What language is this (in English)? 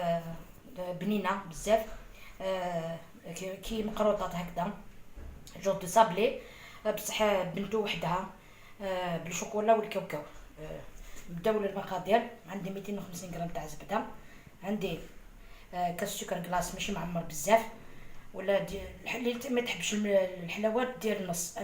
Algerian Arabic